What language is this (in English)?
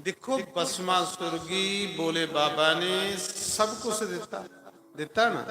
Dogri